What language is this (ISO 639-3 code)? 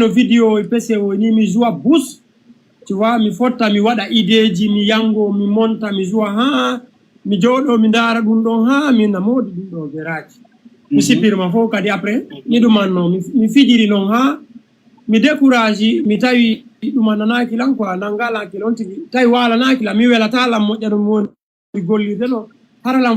ful